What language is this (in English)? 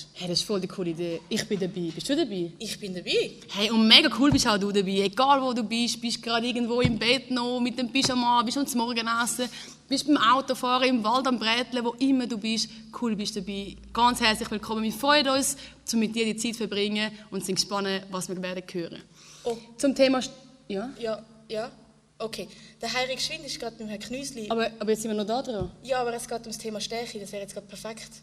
Swiss German